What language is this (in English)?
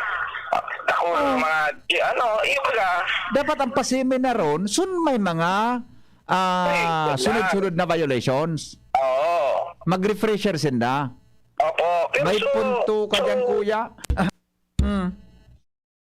Bikol